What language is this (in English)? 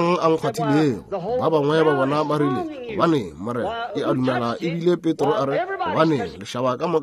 Northern Sotho